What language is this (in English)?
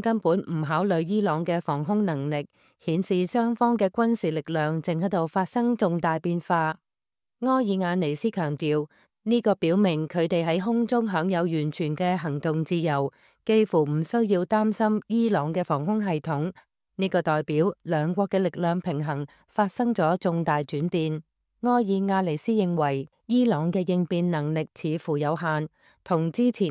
Cantonese